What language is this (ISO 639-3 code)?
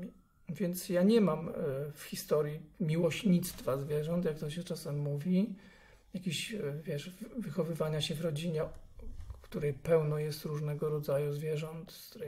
pol